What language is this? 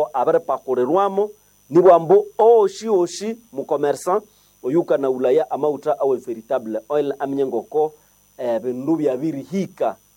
Nande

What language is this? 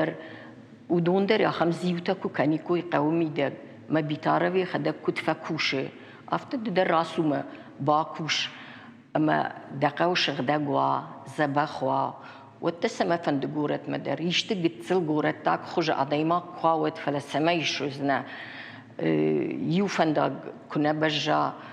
Ossetic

